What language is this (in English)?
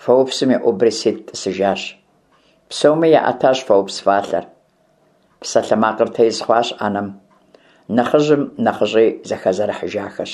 Kabardian